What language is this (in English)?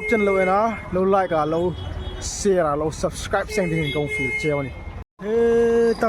Hmar